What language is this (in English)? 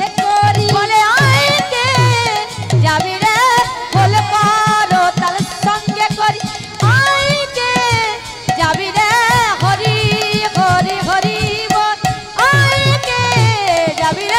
Bangla